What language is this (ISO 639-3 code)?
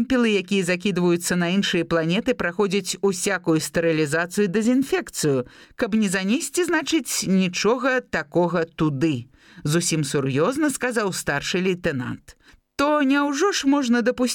bel